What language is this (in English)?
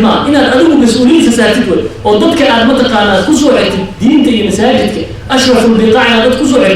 Somali